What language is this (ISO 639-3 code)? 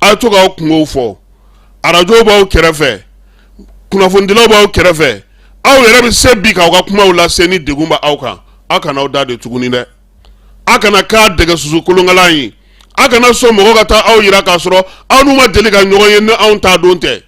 bam